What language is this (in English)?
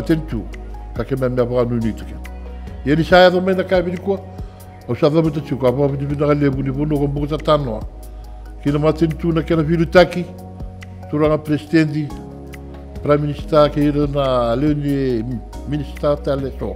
Fijian